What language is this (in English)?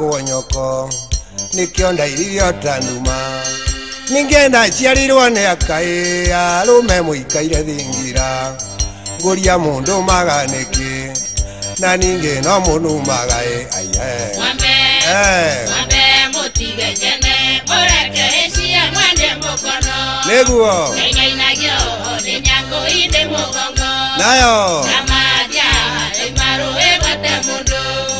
Kikuyu